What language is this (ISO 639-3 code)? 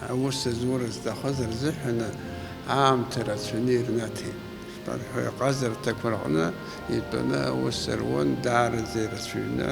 abk